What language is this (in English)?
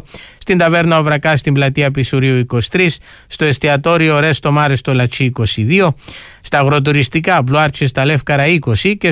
Greek